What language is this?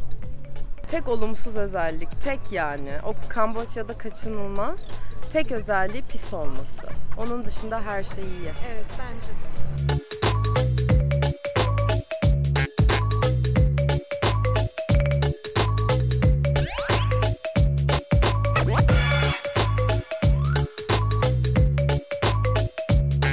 Turkish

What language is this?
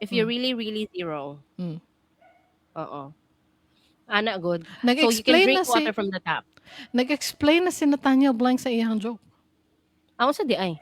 Cebuano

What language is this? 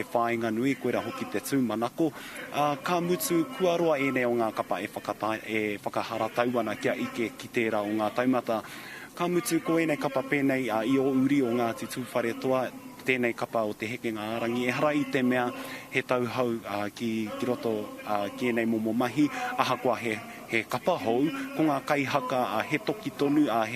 Māori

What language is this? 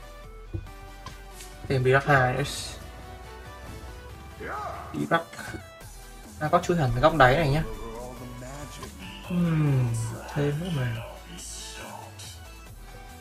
Vietnamese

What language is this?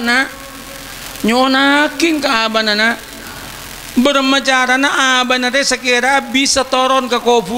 Madurese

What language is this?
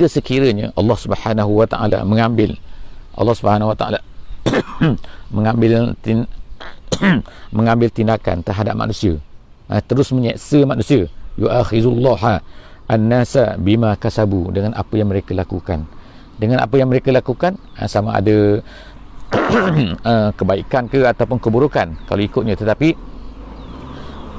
Malay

